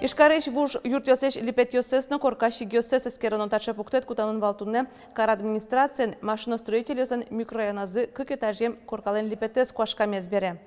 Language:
Udmurt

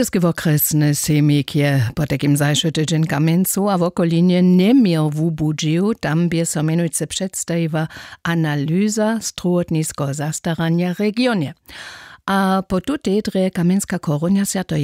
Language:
Upper Sorbian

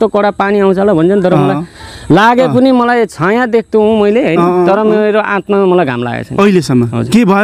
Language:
Nepali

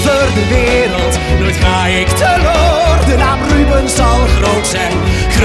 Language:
Dutch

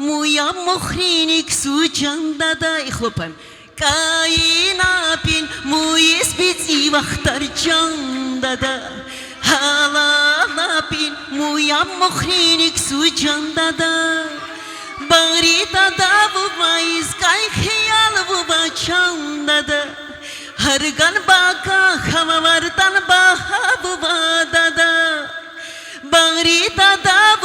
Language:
Tabassaran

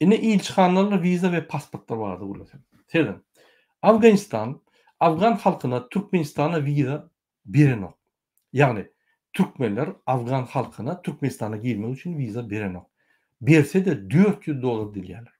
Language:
Turkmen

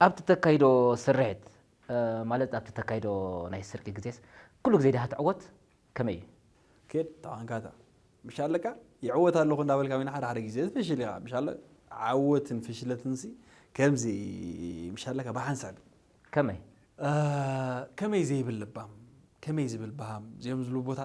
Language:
Tigrinya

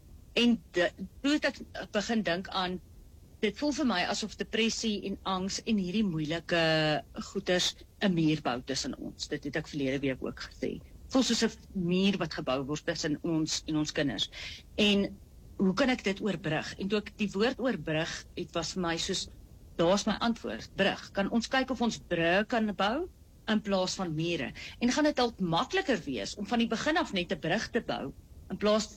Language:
Afrikaans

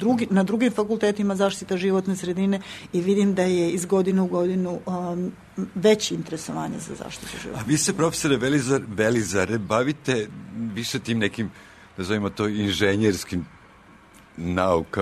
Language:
Serbian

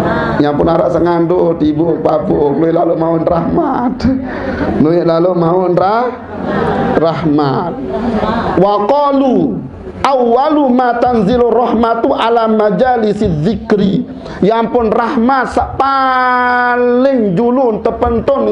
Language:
Sasak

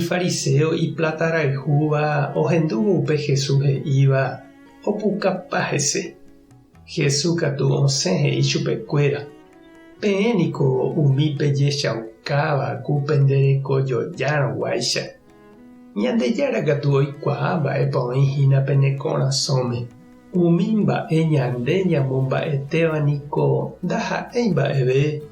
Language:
Guarani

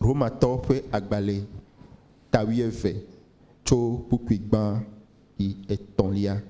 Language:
Ewe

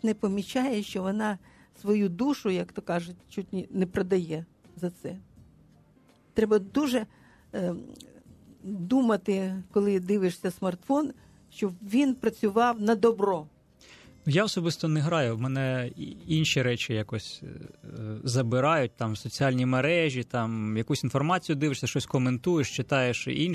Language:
Ukrainian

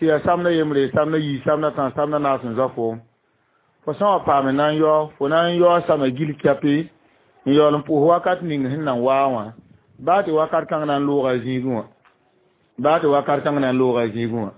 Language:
Mossi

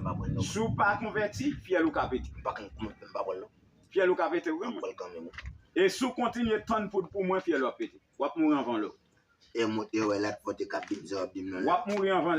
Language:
Haitian Creole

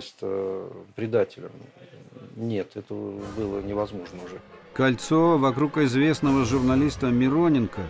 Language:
Russian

